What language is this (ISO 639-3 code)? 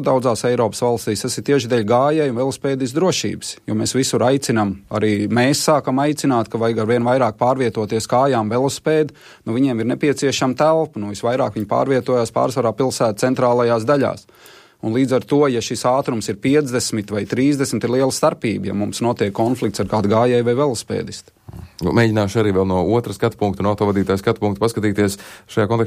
lav